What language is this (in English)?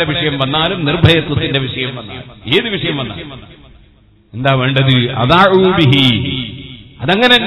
Malayalam